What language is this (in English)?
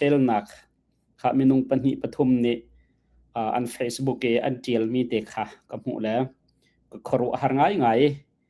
Hakha Chin